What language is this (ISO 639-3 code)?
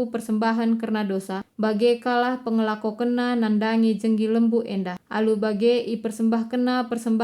btx